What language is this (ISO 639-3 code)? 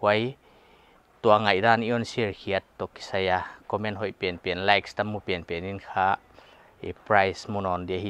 pck